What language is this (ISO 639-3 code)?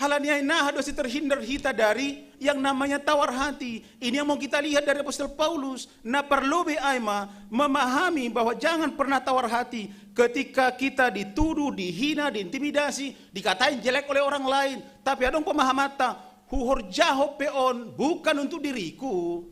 bts